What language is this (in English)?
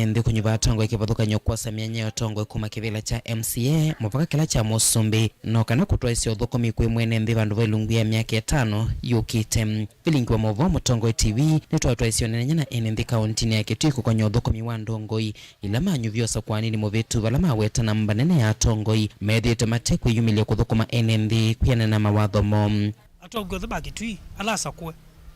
Kamba